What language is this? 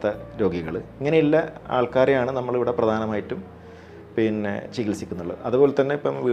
Malayalam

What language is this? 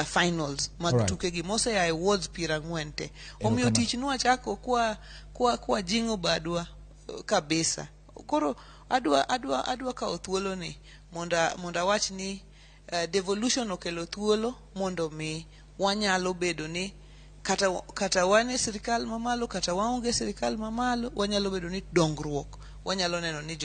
Luo (Kenya and Tanzania)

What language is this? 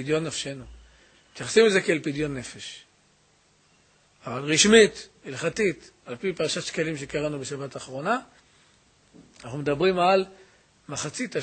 Hebrew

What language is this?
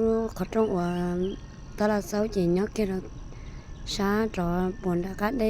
Hmong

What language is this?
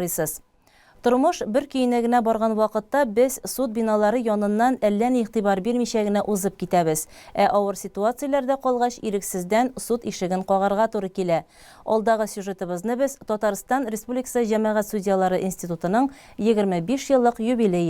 Tatar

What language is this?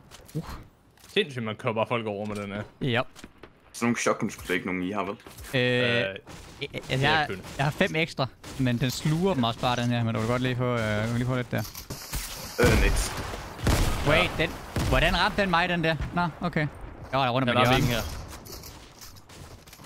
Danish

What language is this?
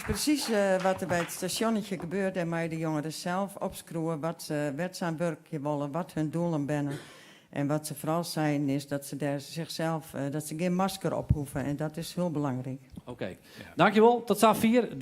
Western Frisian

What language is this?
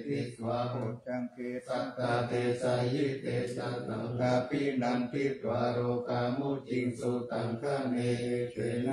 Pali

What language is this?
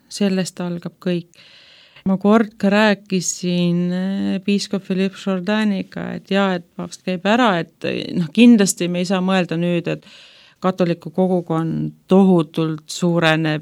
Estonian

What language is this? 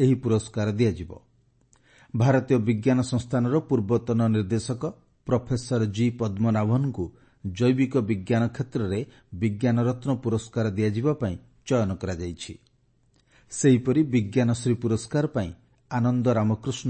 Odia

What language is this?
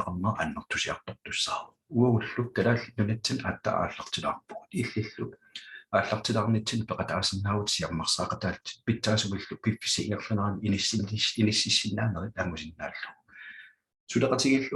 Kalaallisut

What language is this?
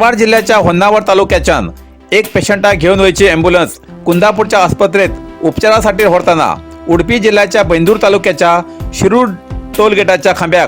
Konkani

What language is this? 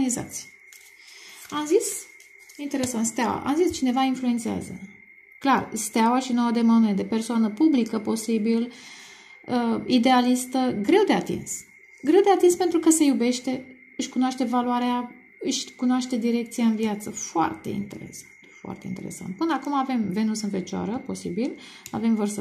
Romanian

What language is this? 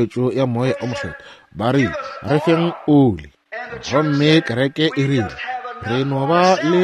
Northern Sotho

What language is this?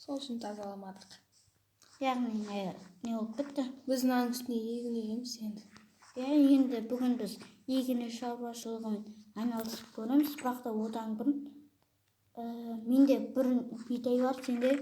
Kazakh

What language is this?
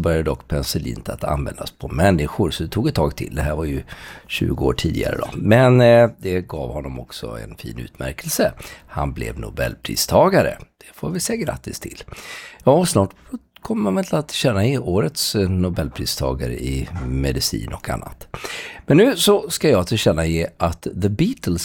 Swedish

